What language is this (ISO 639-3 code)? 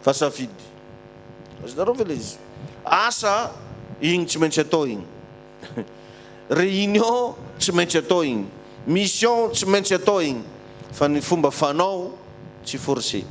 mlg